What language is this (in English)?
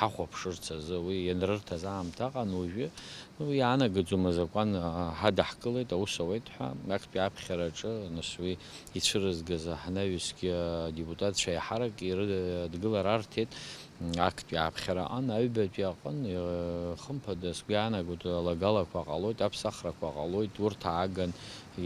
Abkhazian